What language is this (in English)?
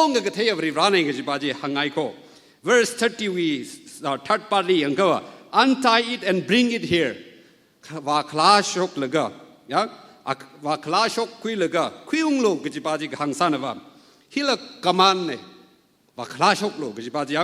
Tangkhul Naga (India)